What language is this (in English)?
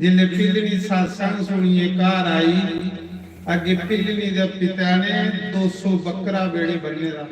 Dogri